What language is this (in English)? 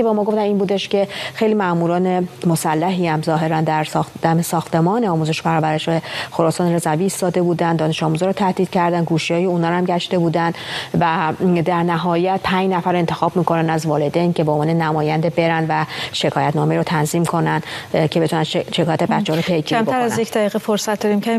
Persian